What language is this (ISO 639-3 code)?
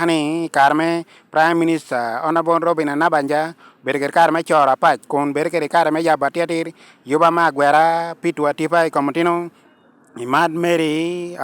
ach